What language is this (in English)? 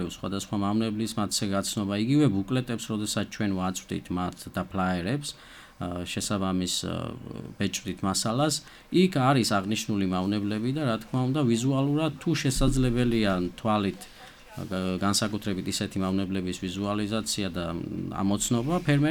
Georgian